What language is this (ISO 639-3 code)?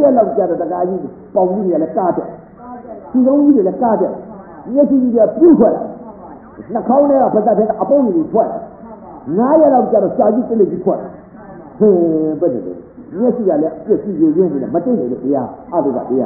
mya